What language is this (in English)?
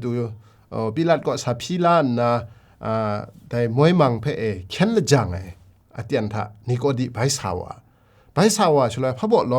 Kachin